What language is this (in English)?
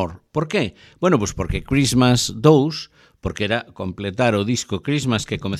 Galician